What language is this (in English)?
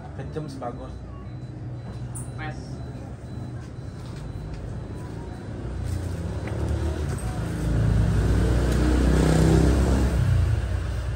Indonesian